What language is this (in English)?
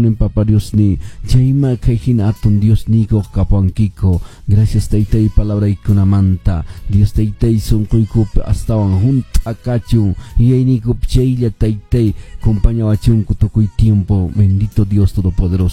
Quechua